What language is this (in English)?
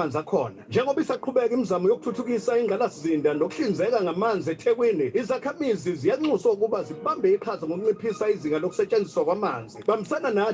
Zulu